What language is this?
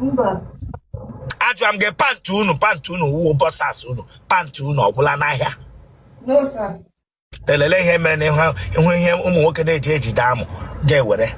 Igbo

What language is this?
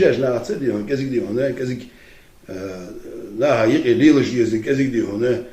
Ingush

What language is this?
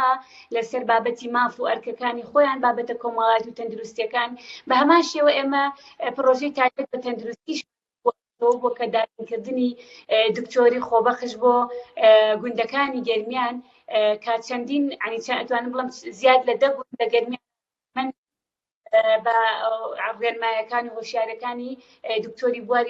Central Kurdish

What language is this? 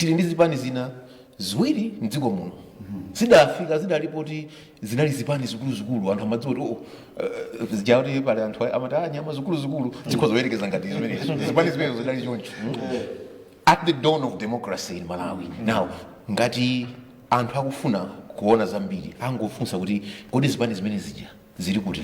Nyanja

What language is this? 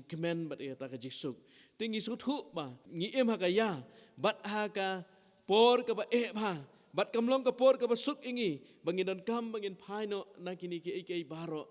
Khasi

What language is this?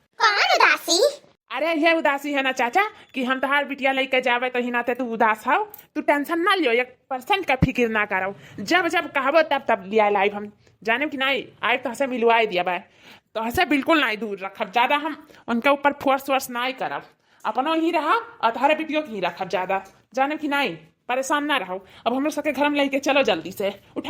Awadhi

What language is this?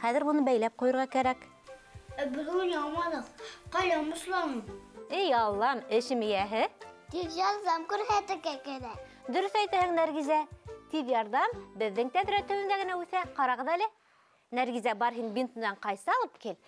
Bashkir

